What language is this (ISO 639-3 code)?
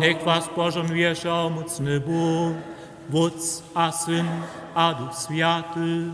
hsb